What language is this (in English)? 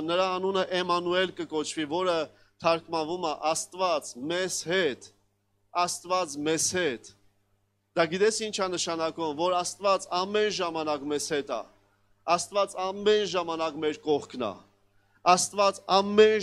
Armenian